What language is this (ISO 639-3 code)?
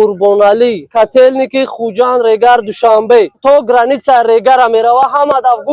tgk